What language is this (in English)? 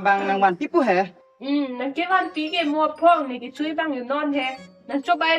Karbi